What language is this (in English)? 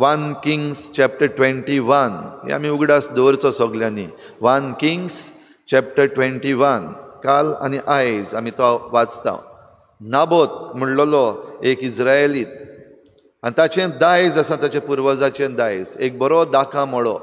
Konkani